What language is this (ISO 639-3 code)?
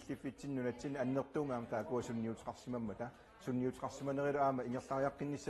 kal